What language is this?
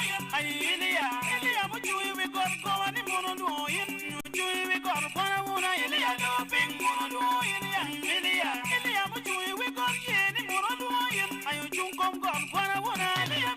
Acoli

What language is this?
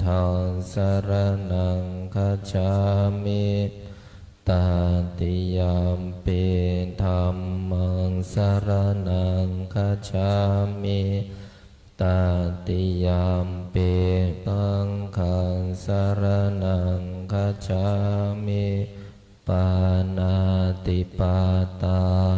Pali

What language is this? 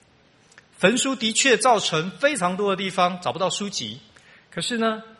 Chinese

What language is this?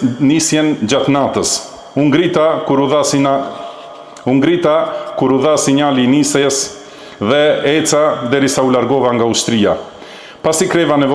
Albanian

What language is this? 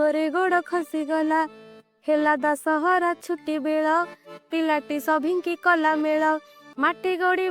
Odia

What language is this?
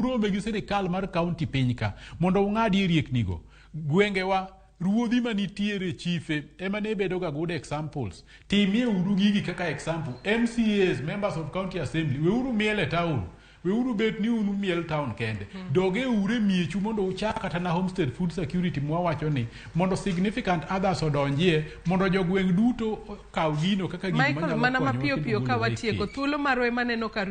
Luo (Kenya and Tanzania)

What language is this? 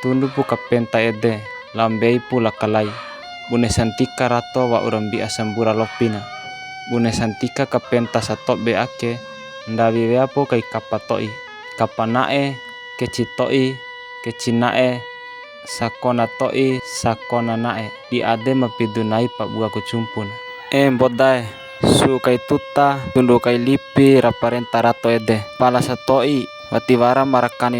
Bima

